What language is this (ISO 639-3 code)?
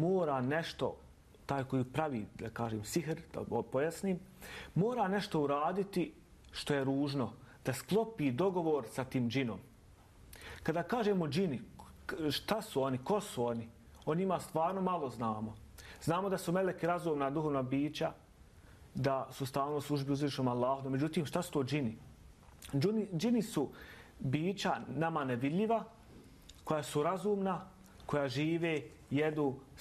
bos